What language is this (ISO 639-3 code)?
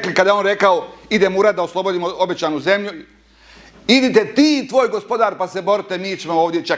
bos